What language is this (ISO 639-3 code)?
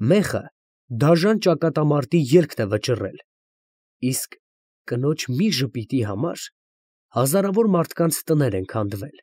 hye